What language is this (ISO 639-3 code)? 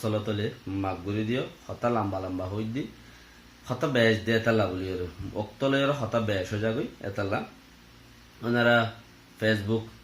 rhg